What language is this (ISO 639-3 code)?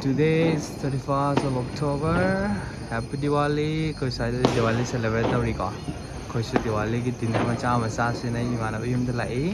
mni